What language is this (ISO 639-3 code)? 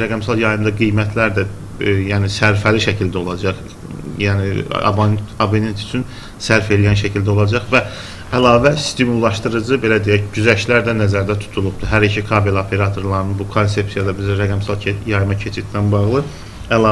aze